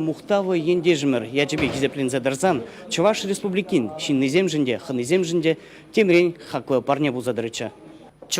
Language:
Chuvash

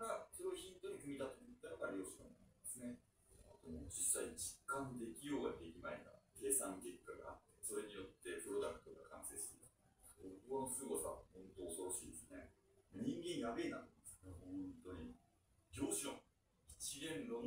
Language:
Japanese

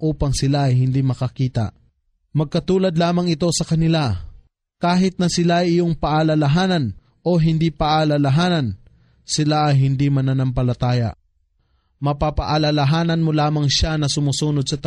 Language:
Filipino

